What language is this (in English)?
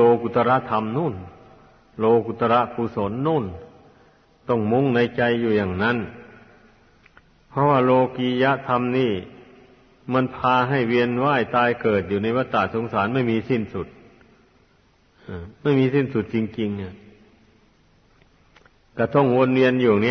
Thai